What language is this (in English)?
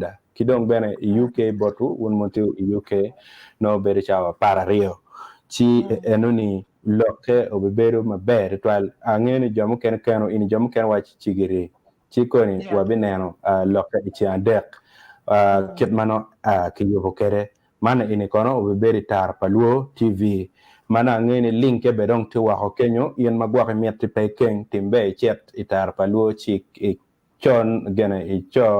Acoli